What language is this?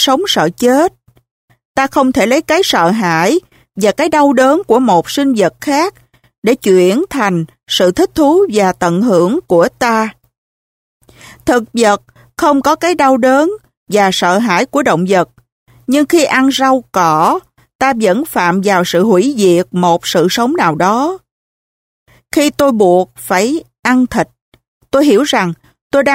Vietnamese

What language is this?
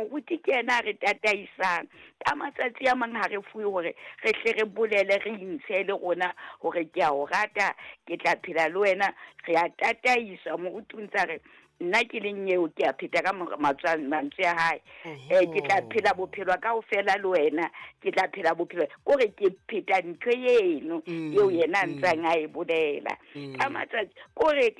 Southern Sotho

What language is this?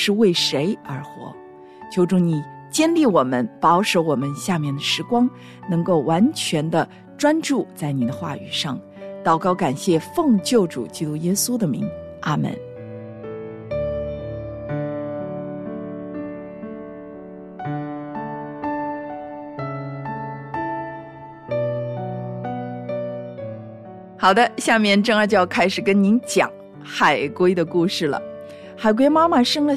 Chinese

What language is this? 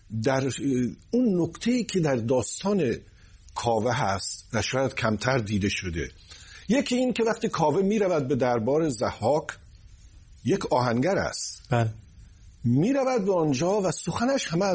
Persian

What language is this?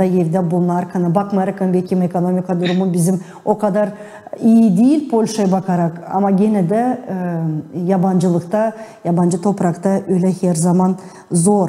Gagauz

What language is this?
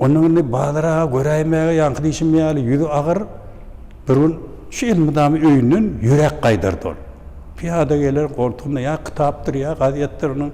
Turkmen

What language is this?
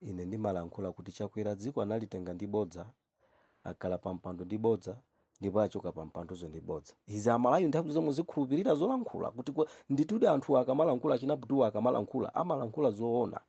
Nyanja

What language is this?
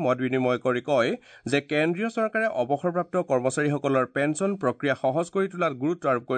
Assamese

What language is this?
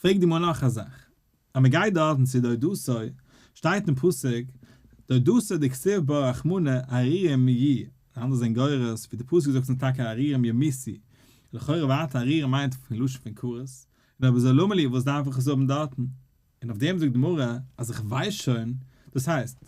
Yiddish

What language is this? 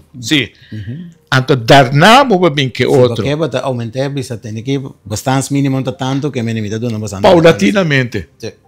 Papiamento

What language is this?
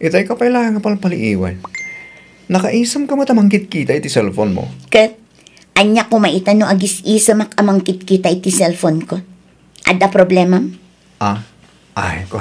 Iloko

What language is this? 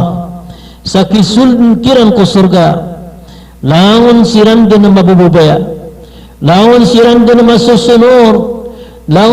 Maranao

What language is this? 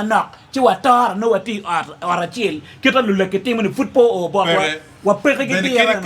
Acoli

